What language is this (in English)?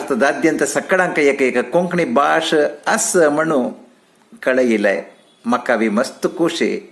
Konkani